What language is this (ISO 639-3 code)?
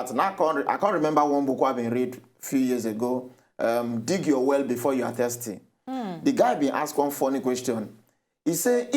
pcm